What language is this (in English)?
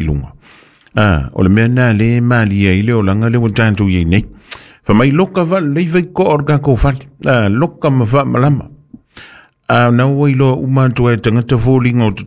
Samoan